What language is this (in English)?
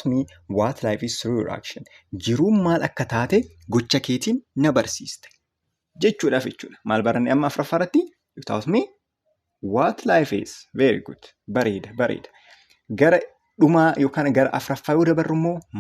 Oromo